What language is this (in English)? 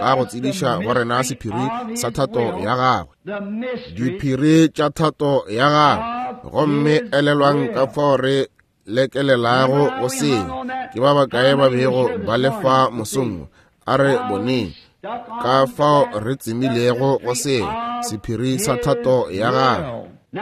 Northern Sotho